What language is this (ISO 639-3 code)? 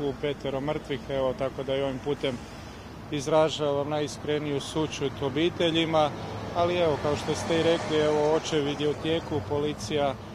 hrv